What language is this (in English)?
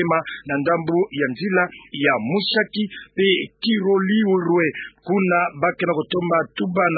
Kituba (Democratic Republic of Congo)